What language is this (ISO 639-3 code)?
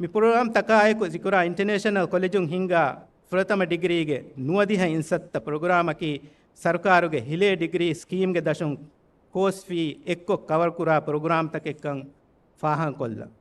div